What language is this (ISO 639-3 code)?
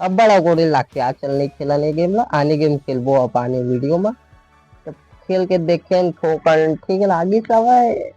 hne